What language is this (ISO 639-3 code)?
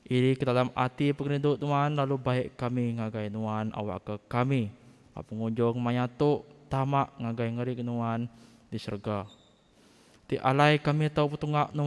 iba